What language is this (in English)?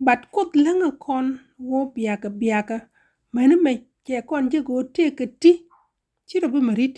Nuer